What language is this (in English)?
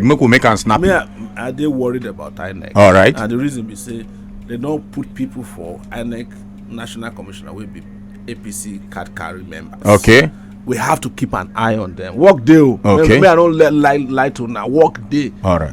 Nigerian Pidgin